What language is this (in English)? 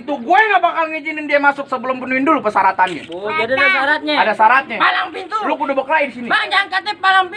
Betawi